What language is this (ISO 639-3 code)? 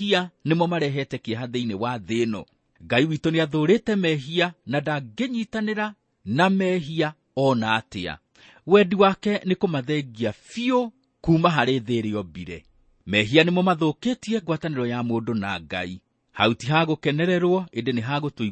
kik